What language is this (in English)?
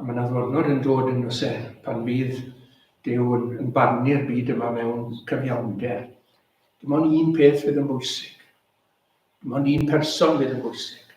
Welsh